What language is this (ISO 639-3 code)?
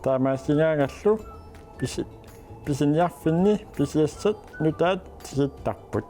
kal